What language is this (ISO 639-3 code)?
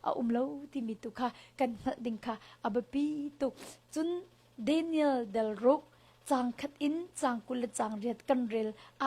cnh